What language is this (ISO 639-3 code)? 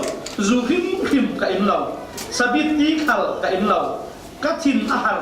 cfm